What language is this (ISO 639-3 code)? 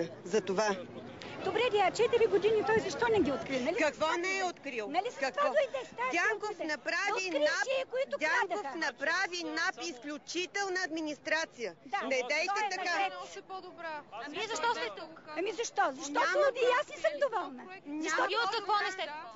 bul